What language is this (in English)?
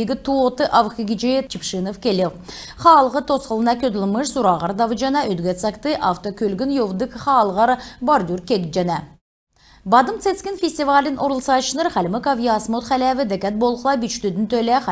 Kalmyk